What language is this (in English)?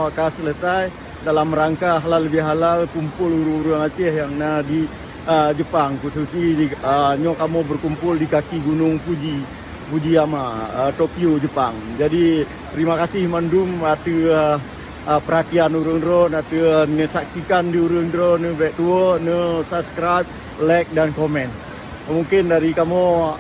Achinese